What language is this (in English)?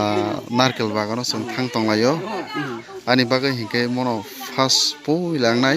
Kok Borok